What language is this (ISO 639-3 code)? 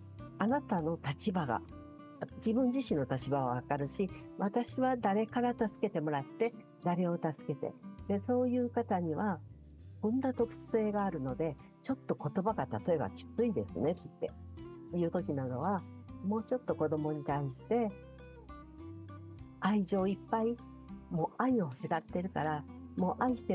jpn